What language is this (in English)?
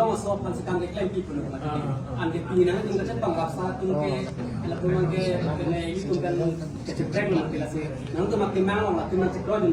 Karbi